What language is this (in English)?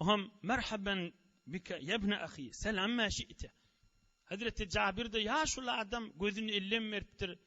Turkmen